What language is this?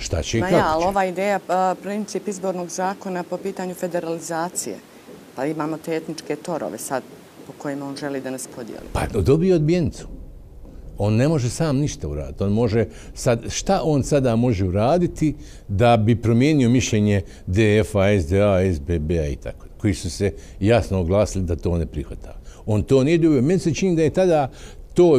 Bosnian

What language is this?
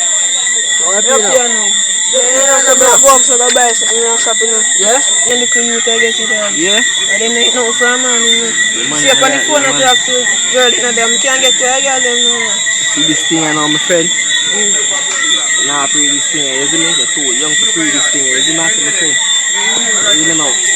Jamaican Creole English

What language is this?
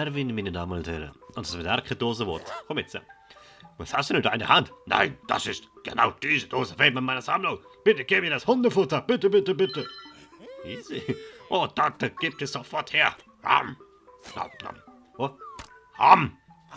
Swiss German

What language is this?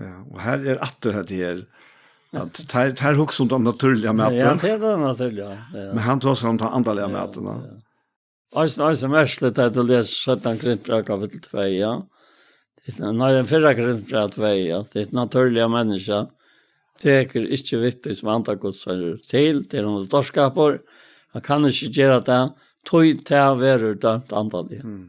Faroese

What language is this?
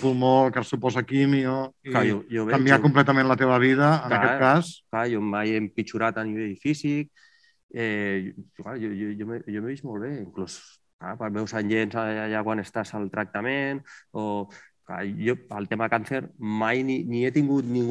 Catalan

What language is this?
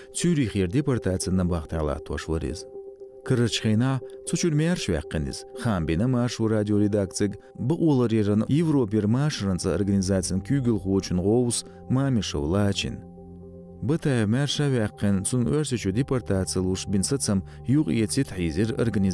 Chechen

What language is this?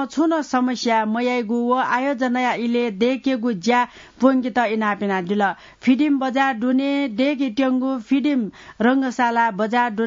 Newari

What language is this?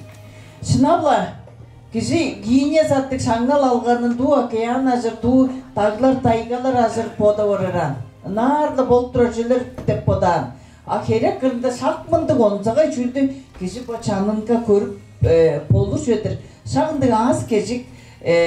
Tuvinian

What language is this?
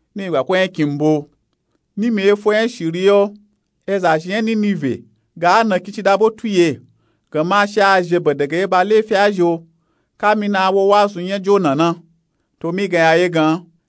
Nupe-Nupe-Tako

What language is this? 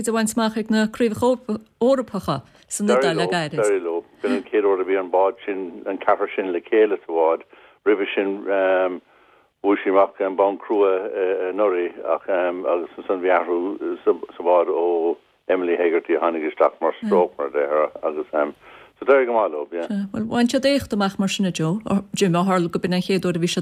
Irish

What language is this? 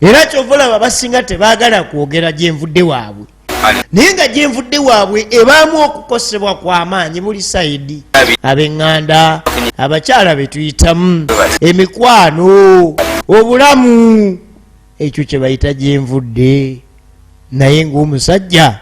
Ganda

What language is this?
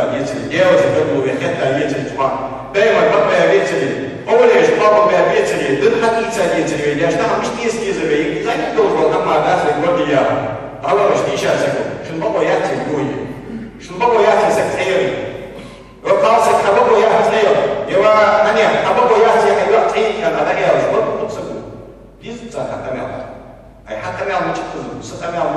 Ingush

